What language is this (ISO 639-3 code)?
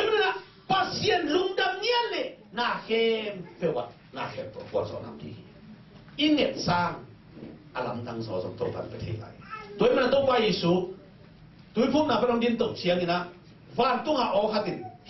ctd